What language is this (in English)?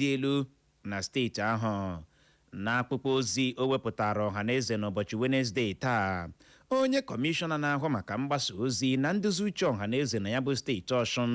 Igbo